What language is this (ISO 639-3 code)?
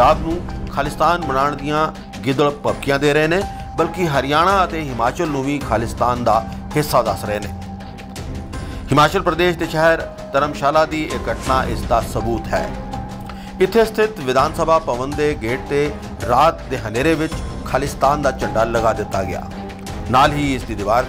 pan